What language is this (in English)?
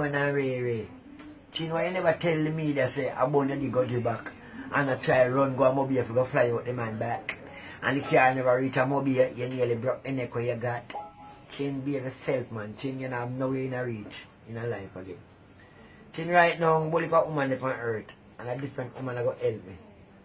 Jamaican Creole English